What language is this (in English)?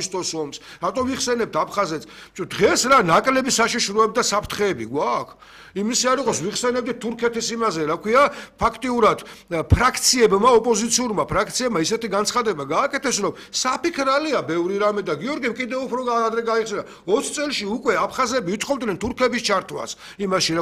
Georgian